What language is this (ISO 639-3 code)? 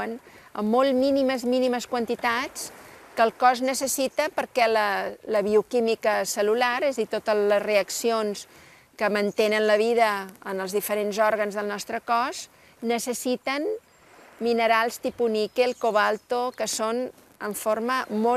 cat